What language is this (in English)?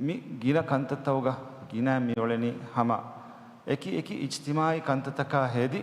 Divehi